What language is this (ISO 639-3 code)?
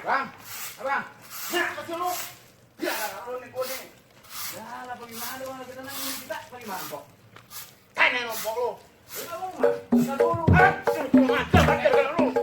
bew